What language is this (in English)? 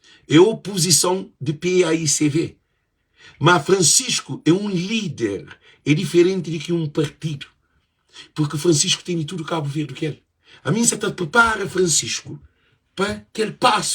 Kabuverdianu